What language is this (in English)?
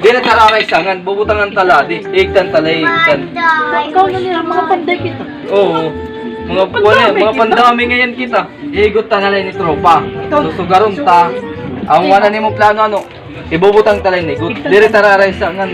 Waray